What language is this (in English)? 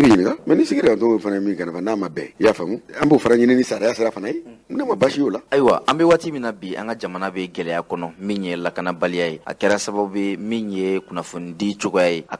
Bambara